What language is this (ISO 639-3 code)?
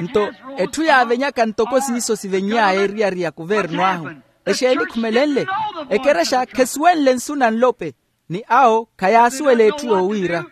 vmw